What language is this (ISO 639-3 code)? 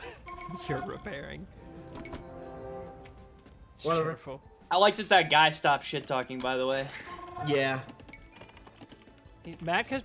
eng